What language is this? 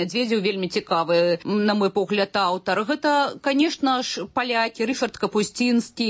Belarusian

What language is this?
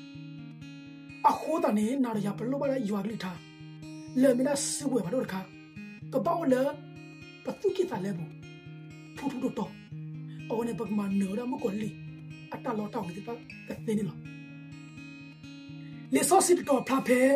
S'gaw Karen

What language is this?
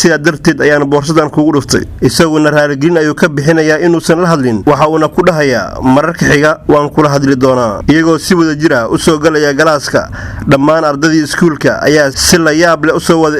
Somali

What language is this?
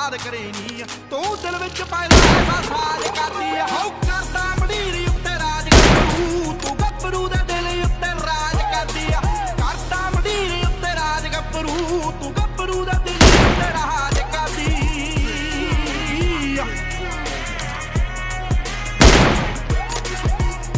Punjabi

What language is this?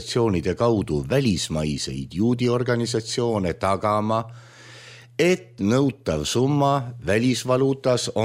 Estonian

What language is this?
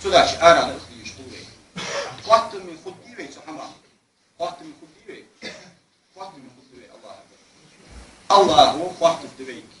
Ingush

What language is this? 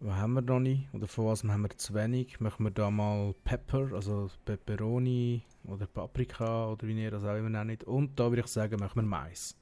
Swiss German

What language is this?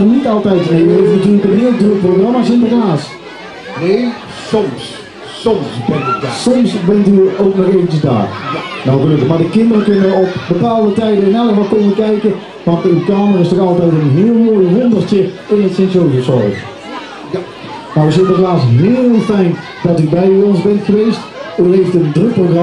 Dutch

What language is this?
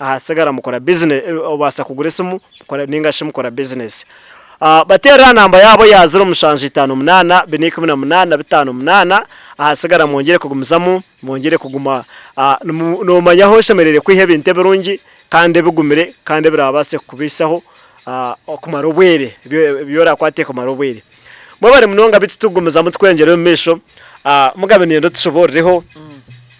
Nyankole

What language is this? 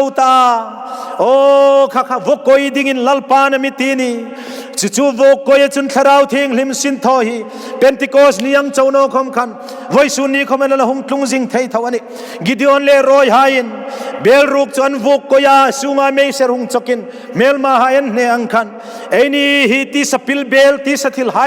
Hmar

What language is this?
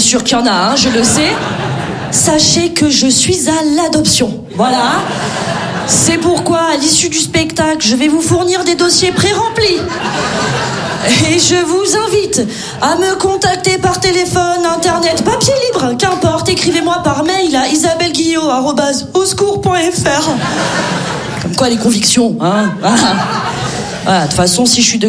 French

